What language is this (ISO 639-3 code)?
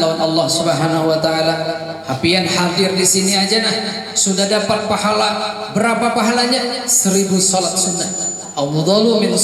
bjn